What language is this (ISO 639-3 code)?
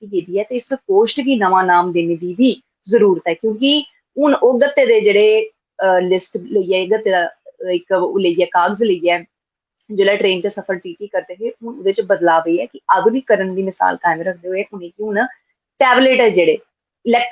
doi